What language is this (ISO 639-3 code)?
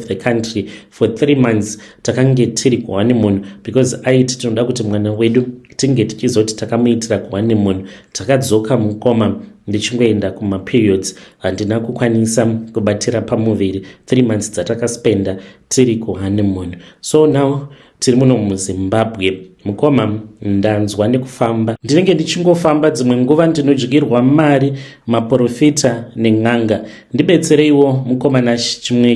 sna